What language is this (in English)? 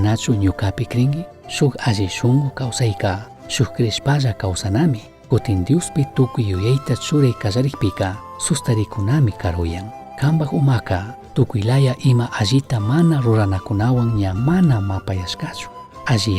Chimborazo Highland Quichua